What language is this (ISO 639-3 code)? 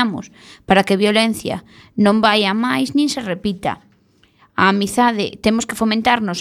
glg